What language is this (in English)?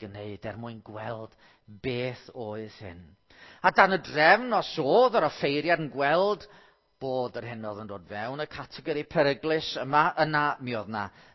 Welsh